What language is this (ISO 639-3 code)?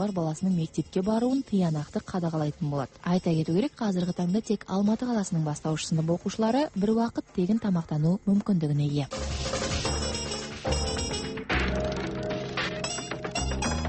kaz